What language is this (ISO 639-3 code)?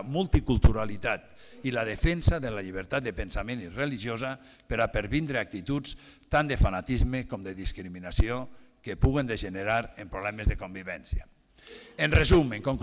cat